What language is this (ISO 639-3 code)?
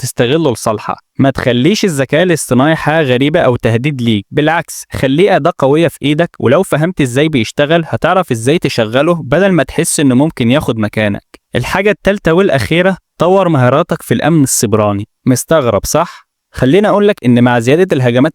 arz